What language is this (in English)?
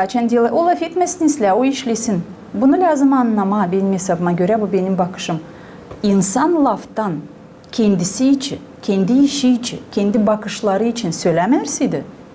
Gagauz